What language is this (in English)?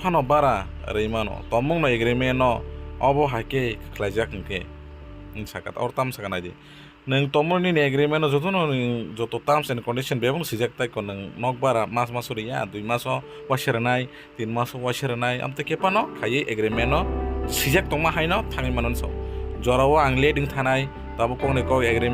Kok Borok